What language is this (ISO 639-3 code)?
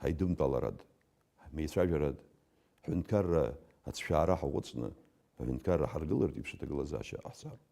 abk